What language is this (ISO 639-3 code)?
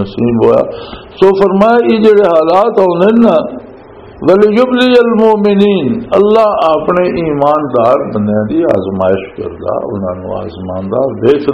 lah